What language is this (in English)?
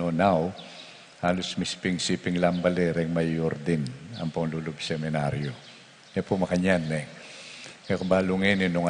Pampanga